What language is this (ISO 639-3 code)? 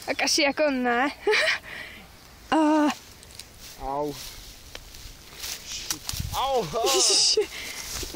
ces